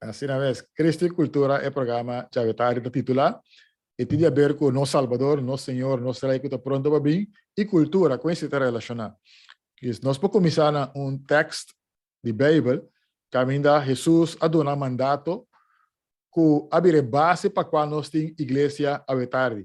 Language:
Papiamento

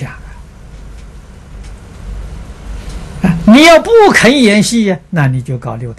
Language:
Chinese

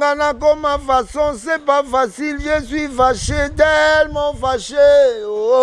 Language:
Lingala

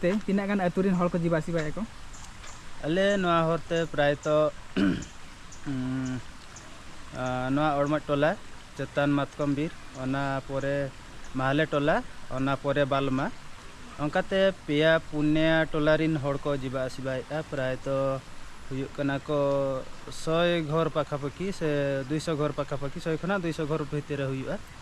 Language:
Santali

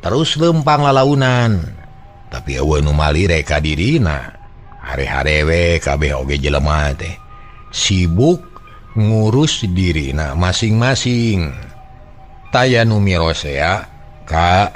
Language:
Sundanese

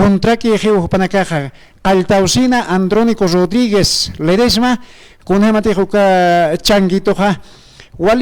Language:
Aymara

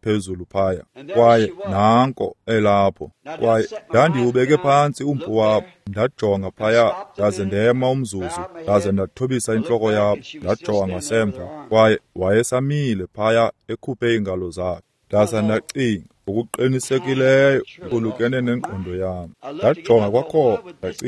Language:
Xhosa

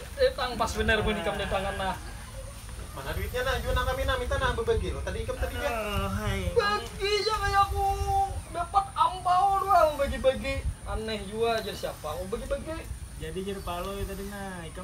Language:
Banjar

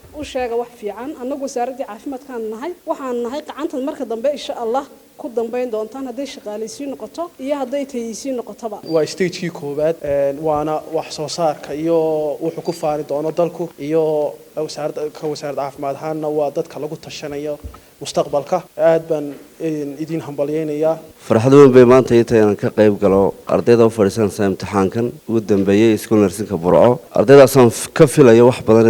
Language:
Somali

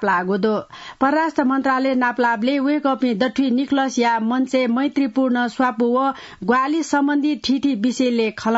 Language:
Newari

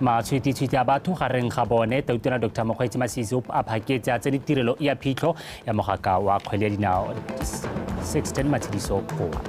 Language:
Tswana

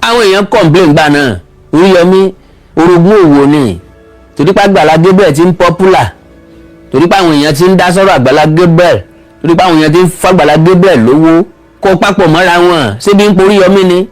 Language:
Yoruba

